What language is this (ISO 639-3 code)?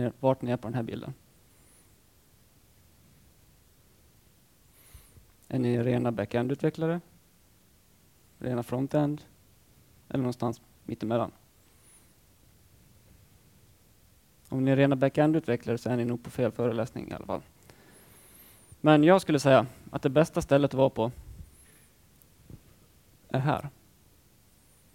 swe